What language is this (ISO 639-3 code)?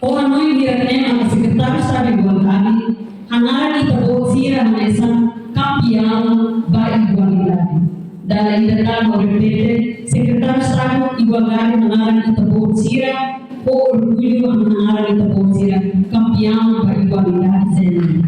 tet